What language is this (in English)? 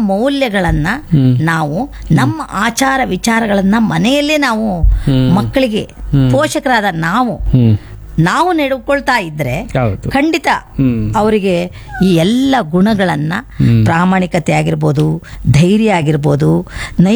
Kannada